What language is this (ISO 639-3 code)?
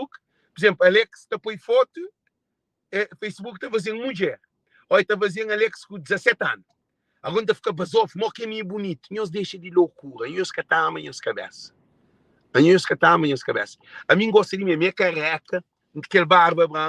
kea